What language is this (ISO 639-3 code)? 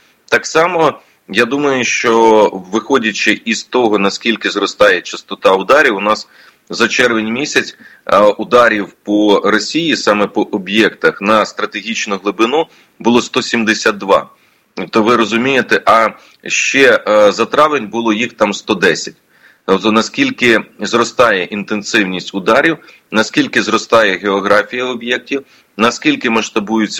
ukr